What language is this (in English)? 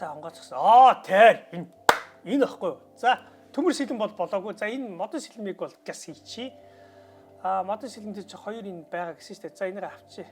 Mongolian